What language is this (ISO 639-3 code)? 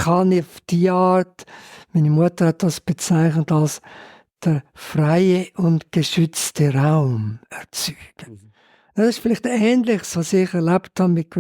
gsw